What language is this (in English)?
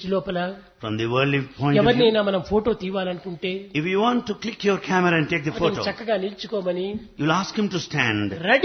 Telugu